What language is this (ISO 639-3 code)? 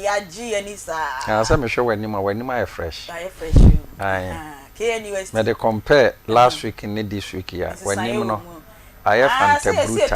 aka